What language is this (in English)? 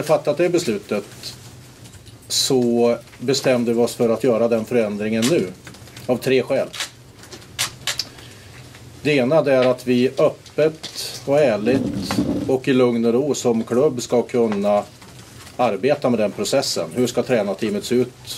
Swedish